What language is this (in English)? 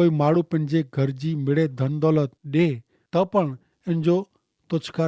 Kachhi